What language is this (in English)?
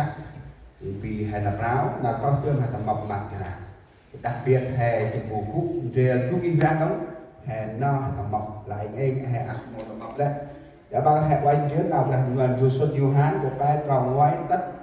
Central Mnong